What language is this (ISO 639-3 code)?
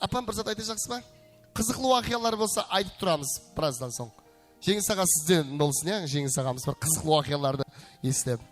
kaa